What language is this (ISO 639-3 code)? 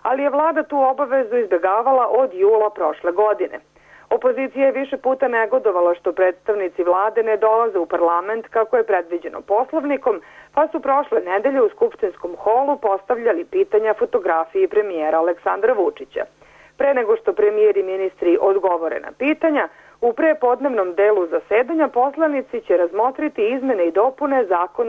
srp